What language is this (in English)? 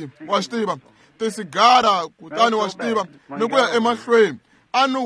Tsonga